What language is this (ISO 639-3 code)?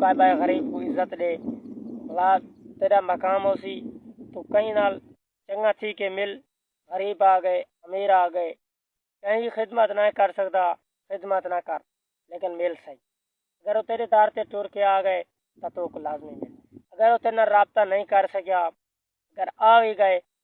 skr